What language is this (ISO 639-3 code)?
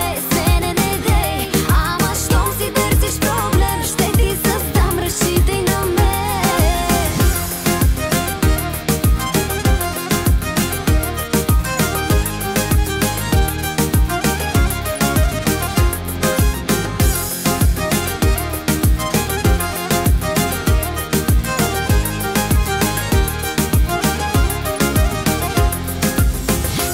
bul